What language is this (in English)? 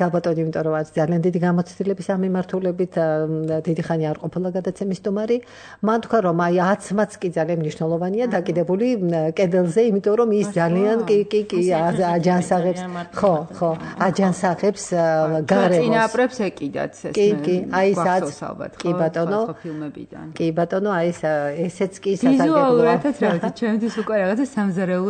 Georgian